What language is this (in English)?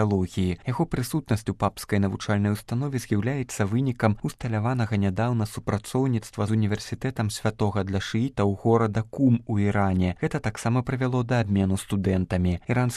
Belarusian